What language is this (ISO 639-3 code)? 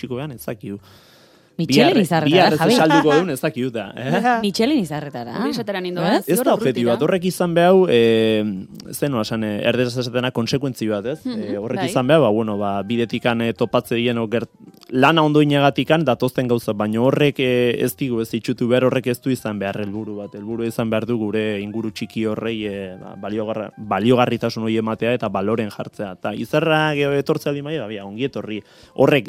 eus